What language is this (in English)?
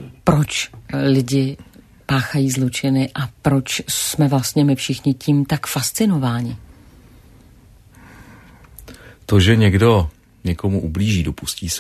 Czech